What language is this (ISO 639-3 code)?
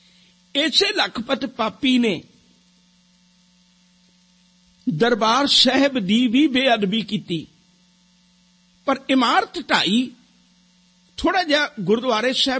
pan